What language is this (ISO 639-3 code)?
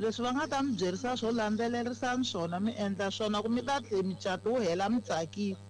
tso